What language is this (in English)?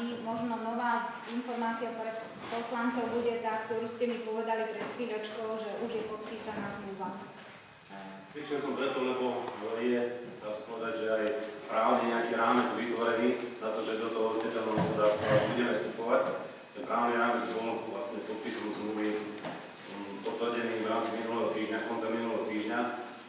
Slovak